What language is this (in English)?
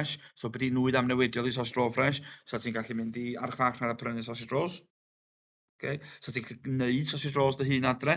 Welsh